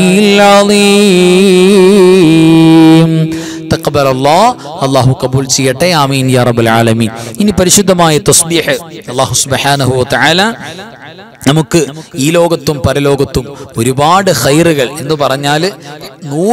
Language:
Malayalam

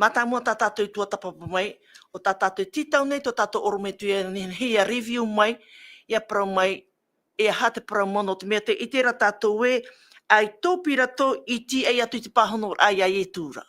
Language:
Tahitian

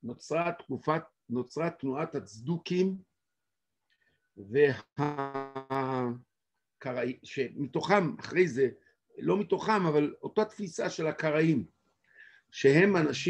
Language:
Hebrew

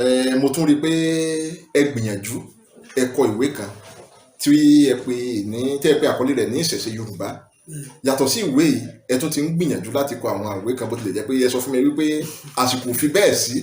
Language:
Yoruba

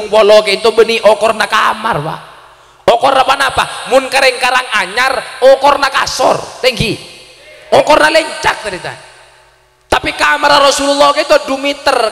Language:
Madurese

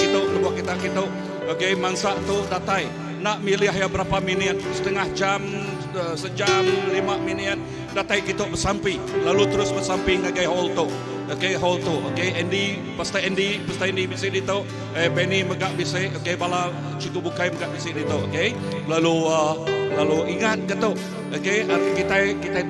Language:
Iban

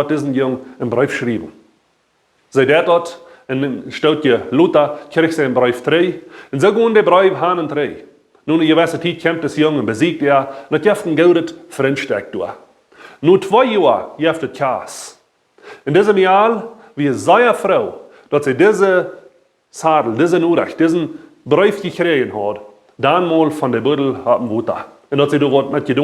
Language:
Plautdietsch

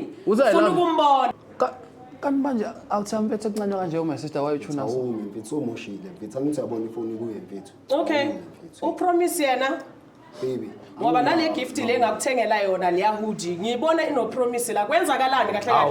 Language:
Zulu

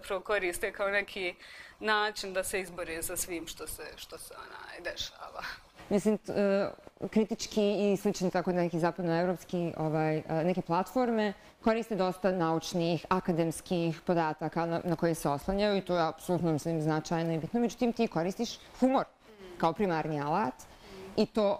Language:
Bosnian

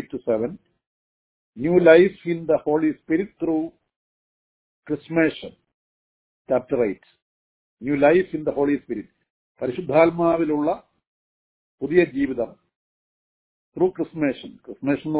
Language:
Malayalam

